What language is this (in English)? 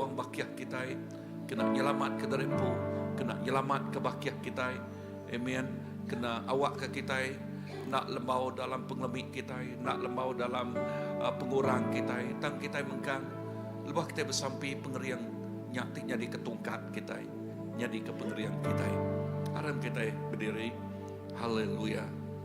Iban